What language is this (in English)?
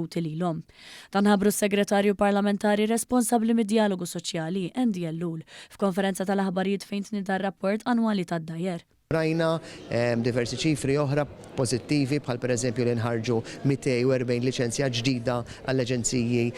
Maltese